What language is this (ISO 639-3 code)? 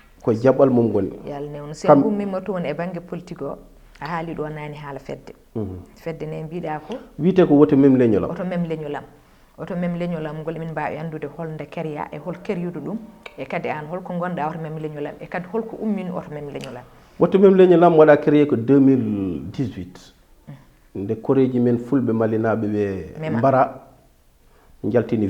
ful